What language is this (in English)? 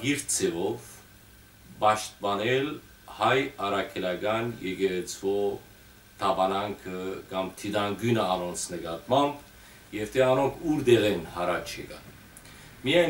Western Armenian